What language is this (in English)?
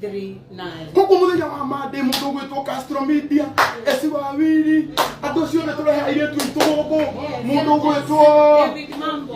Kikuyu